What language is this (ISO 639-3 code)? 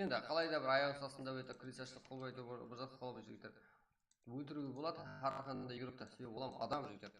kaa